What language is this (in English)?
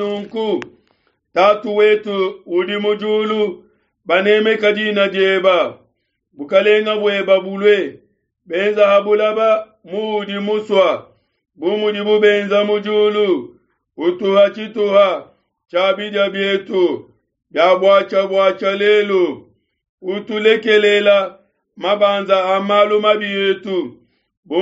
Luba-Lulua